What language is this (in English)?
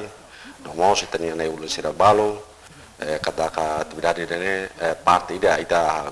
Tetum